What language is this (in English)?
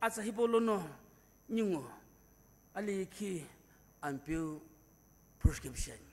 Sumi Naga